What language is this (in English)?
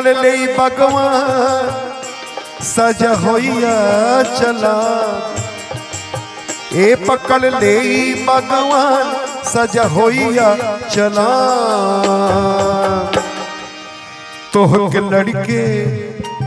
Bhojpuri